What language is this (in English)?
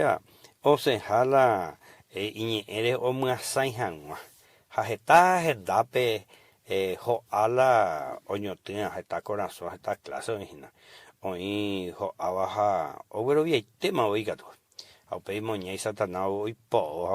Guarani